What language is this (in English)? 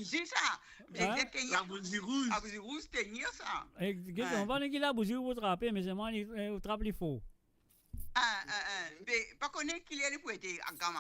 Morisyen